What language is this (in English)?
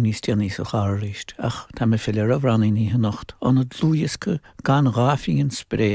Irish